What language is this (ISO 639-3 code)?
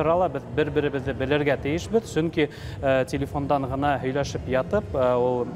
bak